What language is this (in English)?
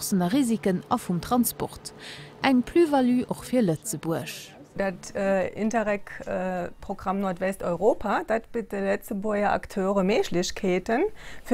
Luxembourgish